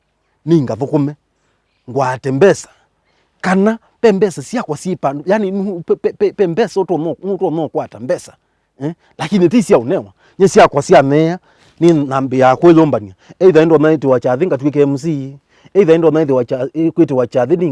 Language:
Kamba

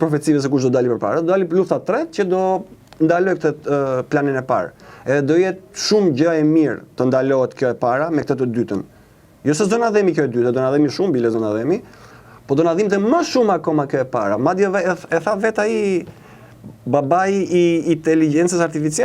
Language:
Albanian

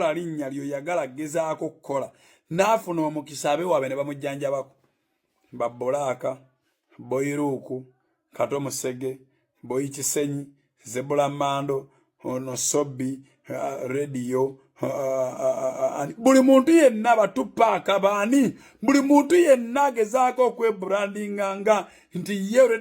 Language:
Ganda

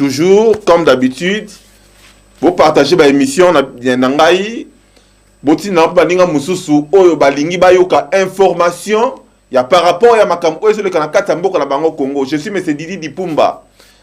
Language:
Lingala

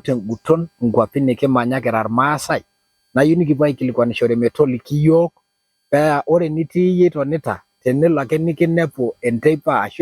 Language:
Masai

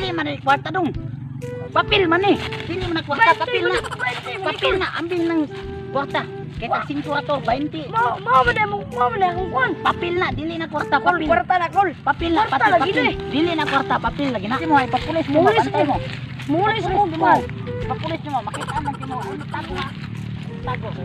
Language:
Cebuano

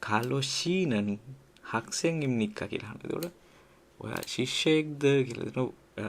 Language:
Sinhala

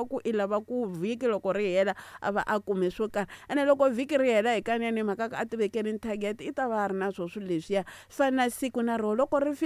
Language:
Tsonga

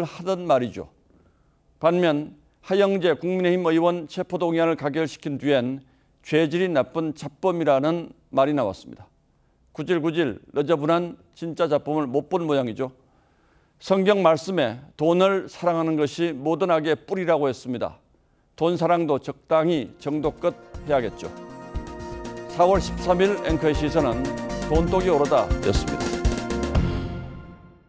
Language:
Korean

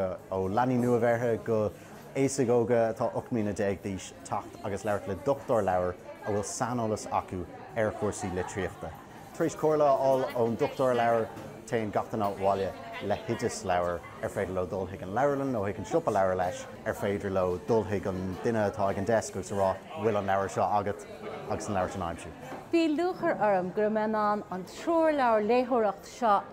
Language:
Irish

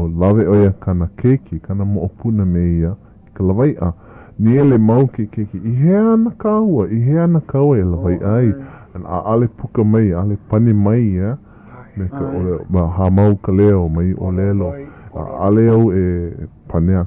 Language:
Hawaiian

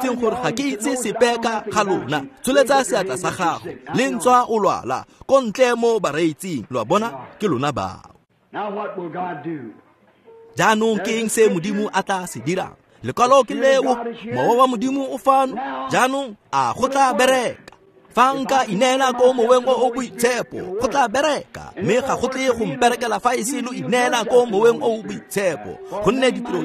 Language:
Tswana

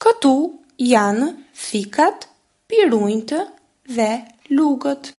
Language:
Albanian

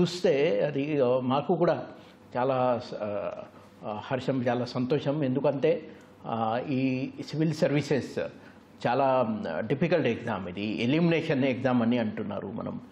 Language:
Telugu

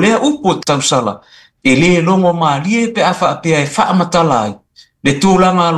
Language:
Samoan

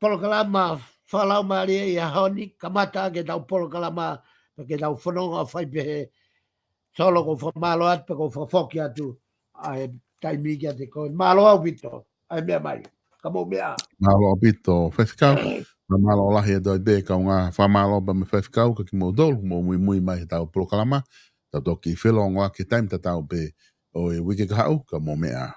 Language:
Tongan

